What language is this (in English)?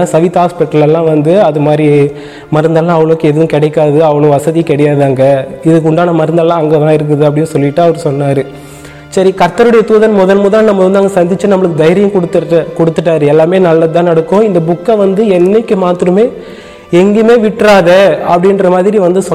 Tamil